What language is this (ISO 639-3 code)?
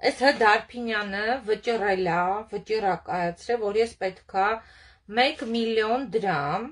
hye